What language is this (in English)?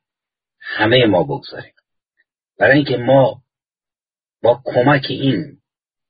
Persian